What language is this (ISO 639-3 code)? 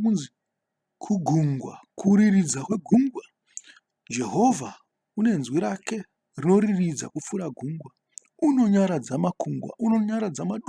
sna